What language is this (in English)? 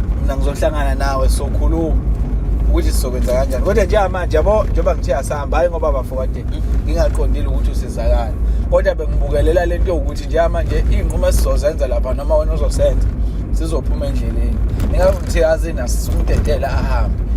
Zulu